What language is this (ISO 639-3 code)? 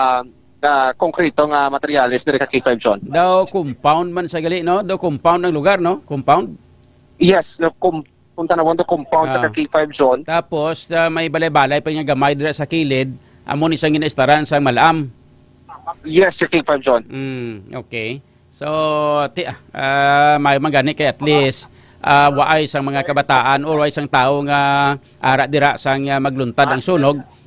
hil